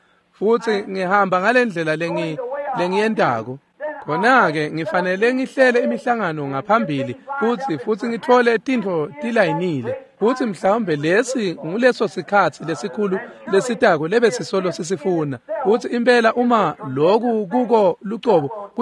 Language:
Swati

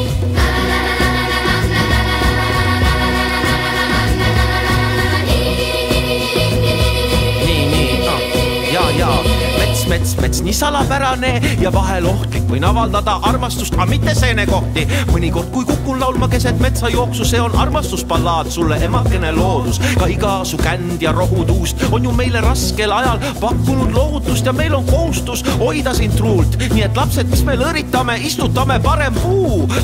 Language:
Estonian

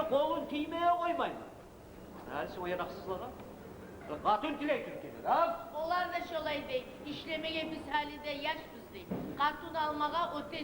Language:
Kumyk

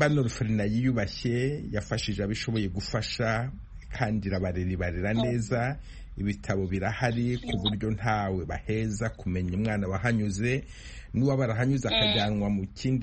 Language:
Kinyarwanda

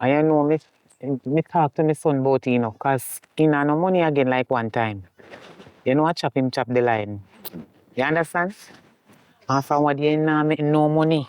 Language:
Jamaican Creole English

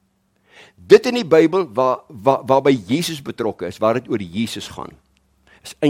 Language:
Afrikaans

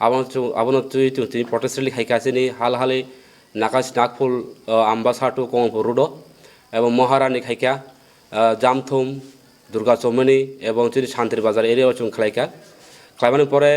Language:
Kok Borok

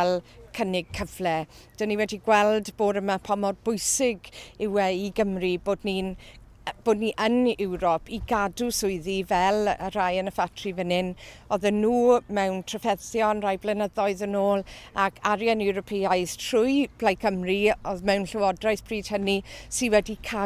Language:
Welsh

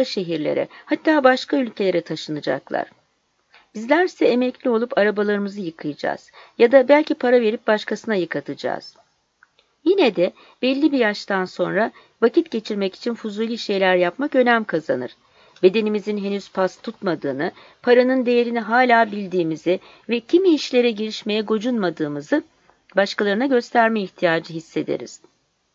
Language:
Turkish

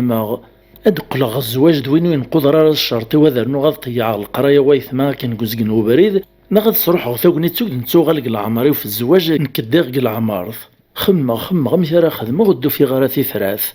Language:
Kabyle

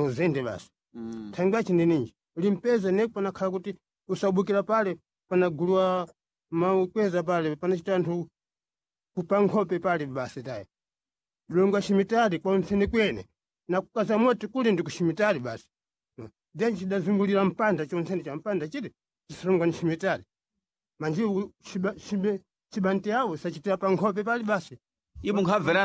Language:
Sena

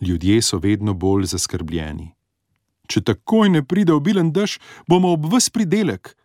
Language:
Slovenian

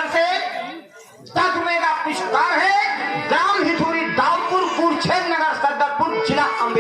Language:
Awadhi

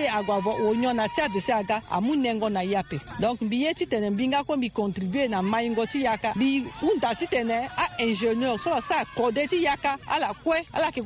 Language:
Sango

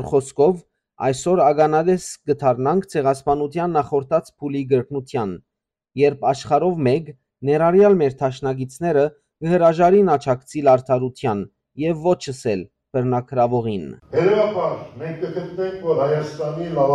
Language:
Western Armenian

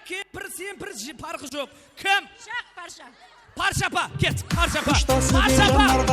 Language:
Kara-Kalpak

